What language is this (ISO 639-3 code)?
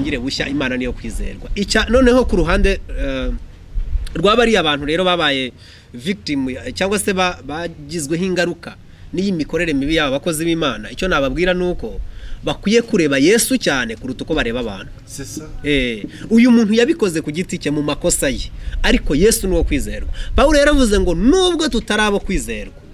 kin